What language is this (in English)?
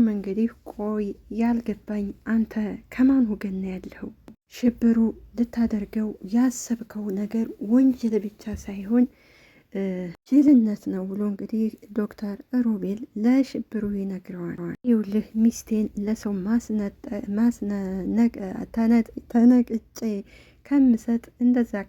Amharic